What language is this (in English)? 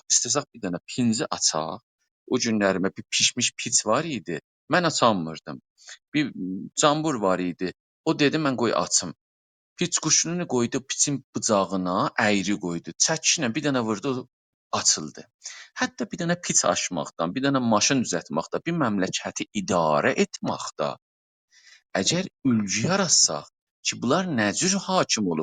South Azerbaijani